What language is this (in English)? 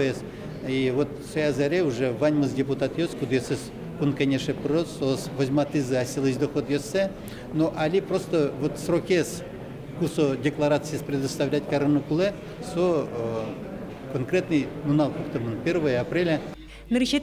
Udmurt